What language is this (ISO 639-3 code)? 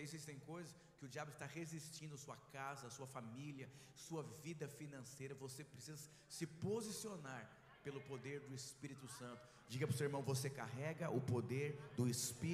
por